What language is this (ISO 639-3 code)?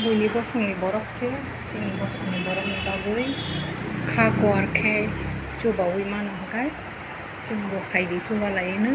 trp